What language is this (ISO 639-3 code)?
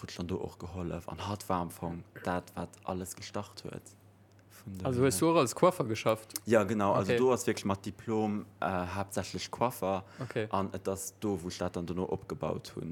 ltz